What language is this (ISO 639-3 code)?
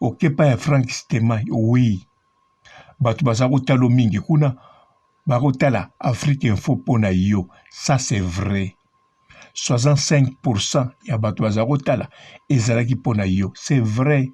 lin